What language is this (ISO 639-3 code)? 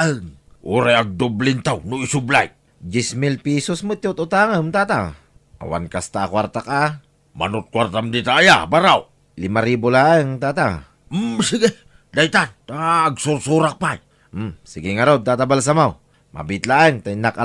ilo